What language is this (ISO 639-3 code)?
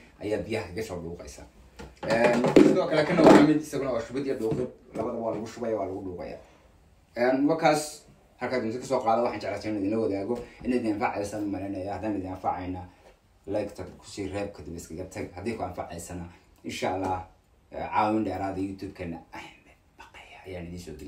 som